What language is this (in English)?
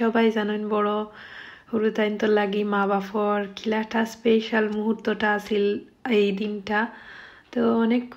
Sylheti